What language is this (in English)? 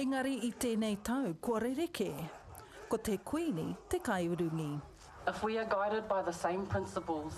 Māori